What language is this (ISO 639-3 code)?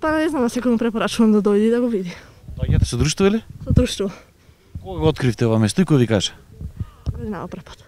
mkd